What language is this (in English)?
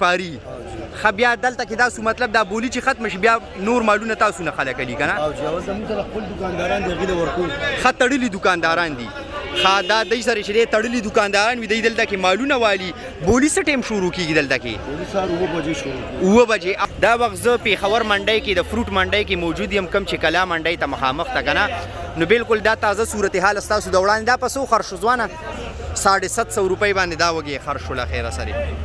Pashto